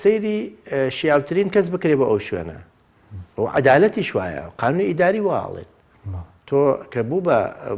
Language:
Central Kurdish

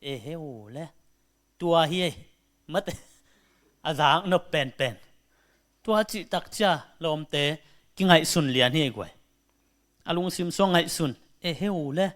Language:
Tedim Chin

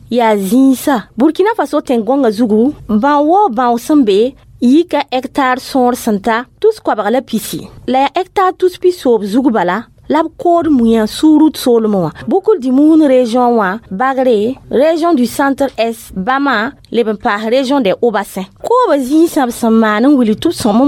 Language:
Mossi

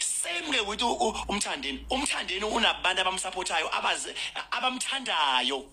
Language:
Zulu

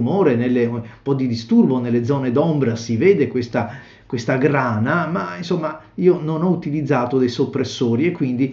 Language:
Italian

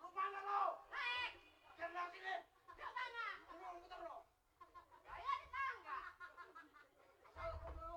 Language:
Betawi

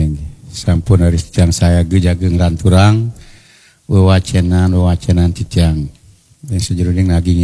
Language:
Balinese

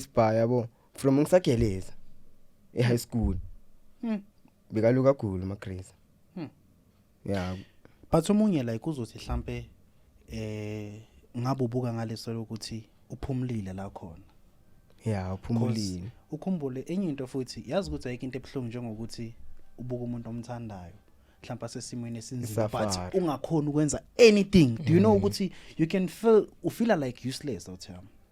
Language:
Zulu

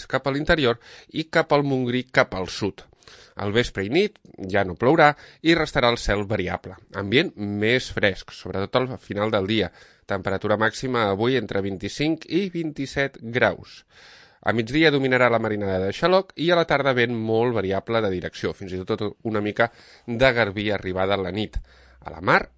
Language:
Catalan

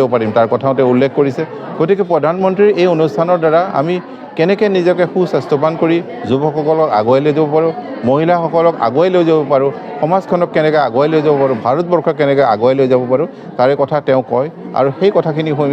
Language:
Assamese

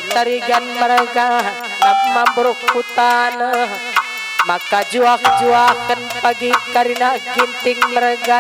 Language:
Batak Karo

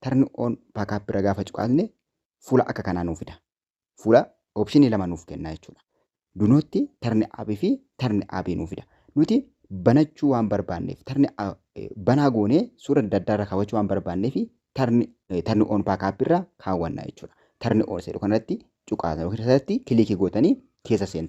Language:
Oromo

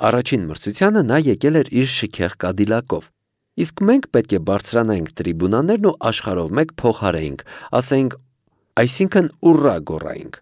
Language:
Armenian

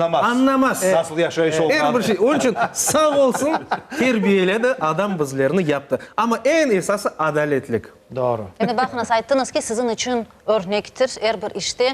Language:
Crimean Tatar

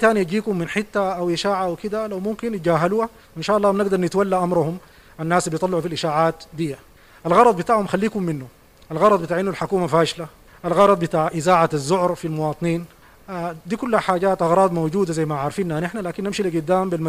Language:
Sudanese Arabic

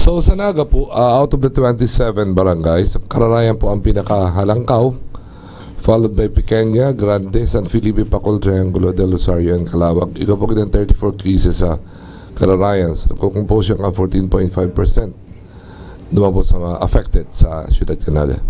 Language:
Bikol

